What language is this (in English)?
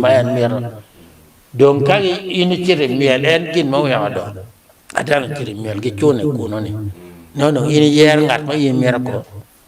Acoli